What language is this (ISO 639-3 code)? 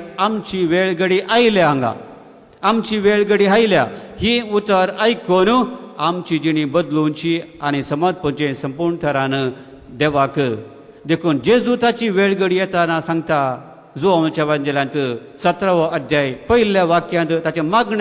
kok